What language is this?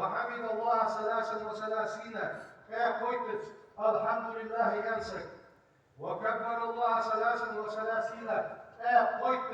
Ingush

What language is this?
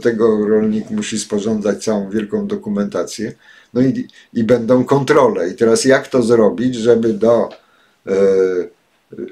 Polish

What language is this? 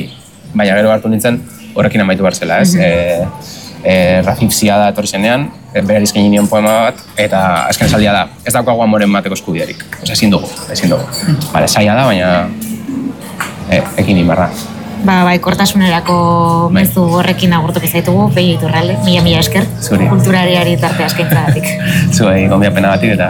Basque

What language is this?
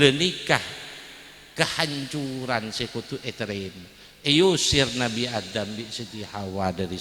Madurese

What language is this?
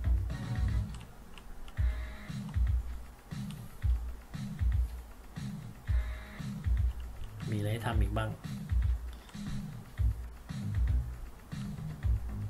Thai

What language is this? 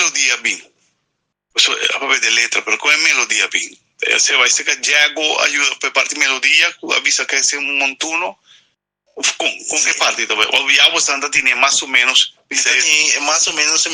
Papiamento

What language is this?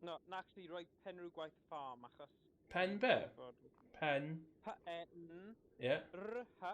Welsh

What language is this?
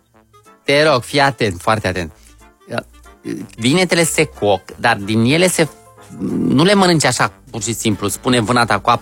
Romanian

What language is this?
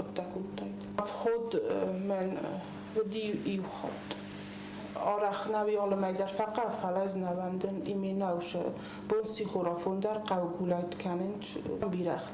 Ossetic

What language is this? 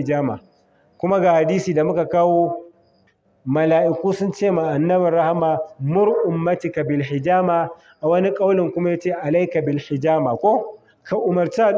Hausa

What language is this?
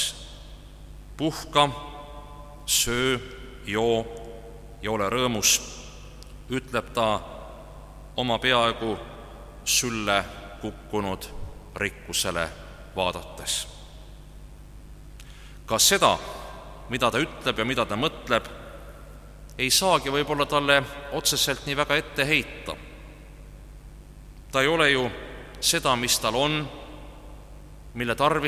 Estonian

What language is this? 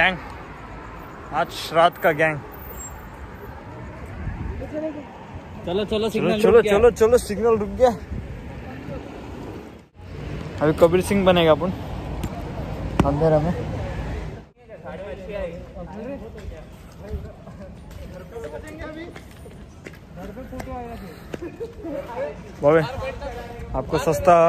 Hindi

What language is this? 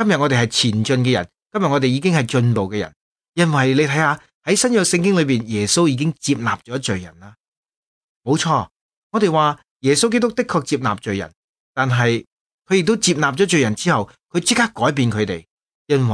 Cantonese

